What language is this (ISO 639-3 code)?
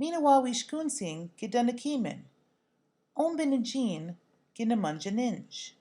ciw